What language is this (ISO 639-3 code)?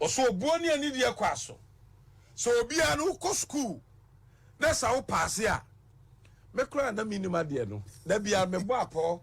aka